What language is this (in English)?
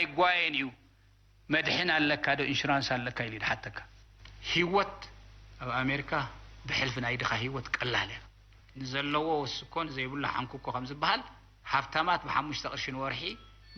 Tigrinya